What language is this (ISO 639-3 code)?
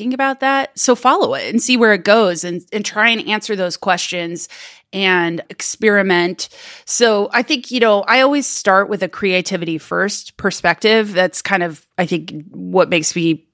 eng